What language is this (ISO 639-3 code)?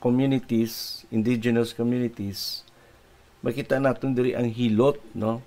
hil